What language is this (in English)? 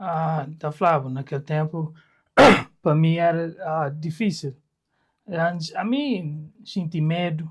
Kabuverdianu